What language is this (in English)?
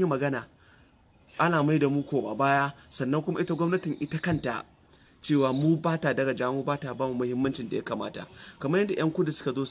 Hausa